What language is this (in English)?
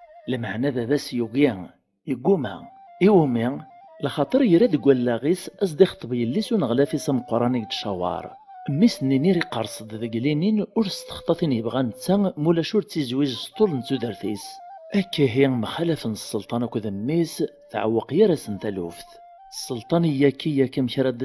Kabyle